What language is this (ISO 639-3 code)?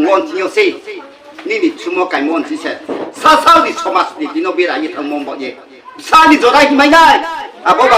ria